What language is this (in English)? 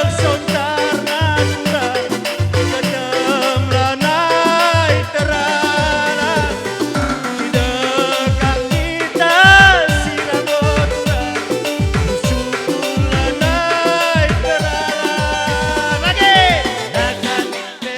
Batak Karo